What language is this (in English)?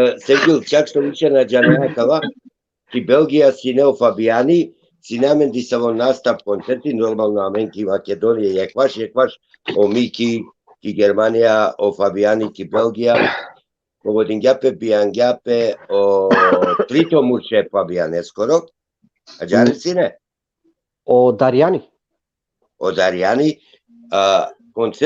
Balkan Romani